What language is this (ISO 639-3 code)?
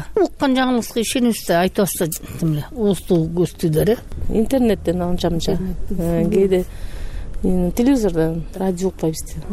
kir